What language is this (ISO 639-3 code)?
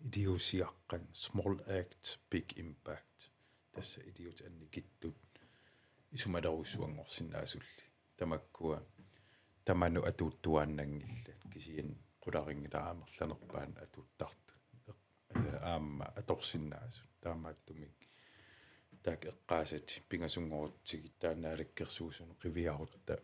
kal